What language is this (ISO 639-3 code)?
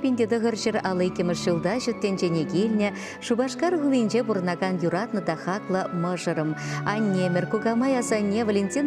chv